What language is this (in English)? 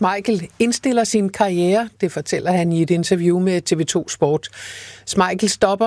Danish